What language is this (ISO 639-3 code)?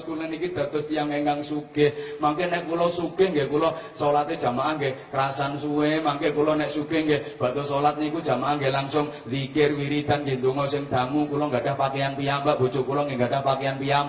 jav